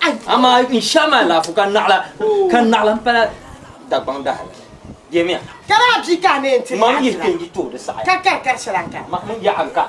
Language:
Dagbani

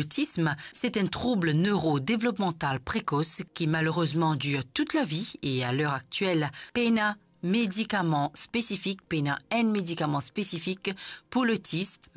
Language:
Morisyen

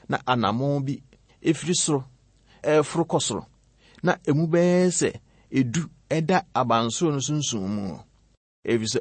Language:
Akan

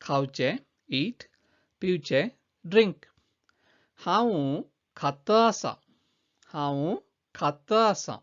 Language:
Konkani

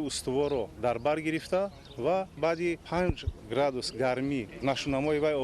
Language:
Tajik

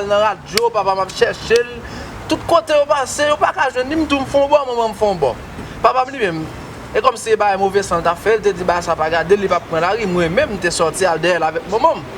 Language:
Haitian Creole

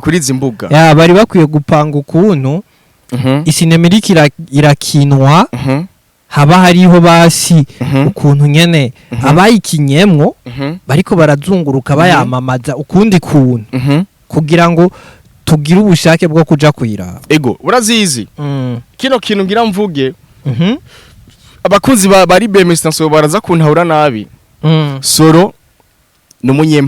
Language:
Rundi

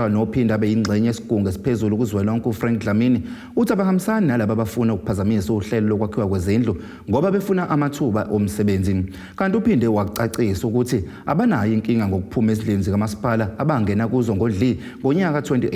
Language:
Zulu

